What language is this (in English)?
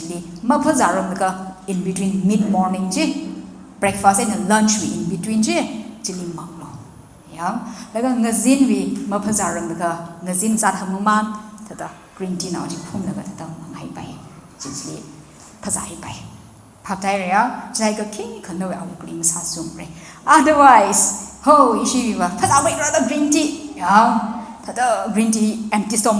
Tangkhul Naga (India)